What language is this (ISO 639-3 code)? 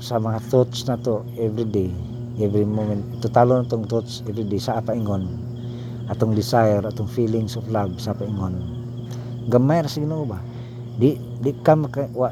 ceb